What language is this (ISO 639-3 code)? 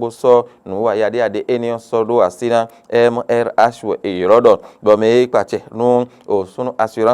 fon